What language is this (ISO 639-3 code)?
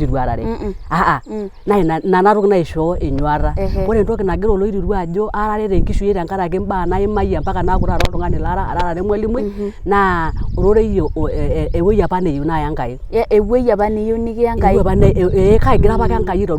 mas